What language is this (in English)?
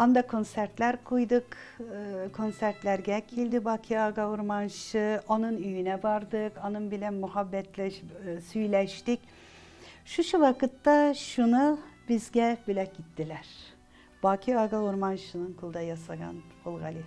Tatar